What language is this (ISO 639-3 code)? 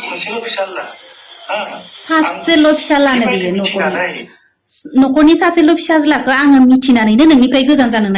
brx